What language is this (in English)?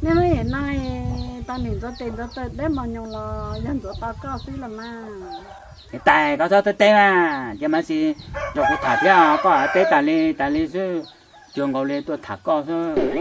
Hmong